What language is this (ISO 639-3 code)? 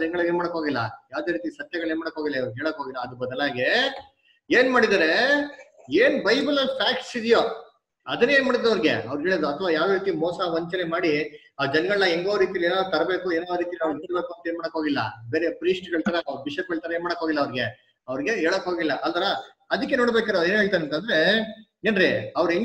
kan